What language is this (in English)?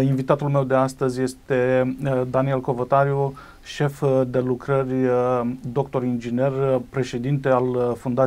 Romanian